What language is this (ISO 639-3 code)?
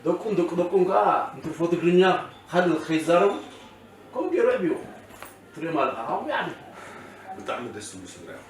tir